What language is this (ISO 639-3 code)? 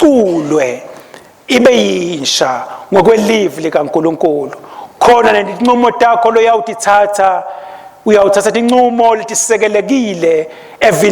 ssw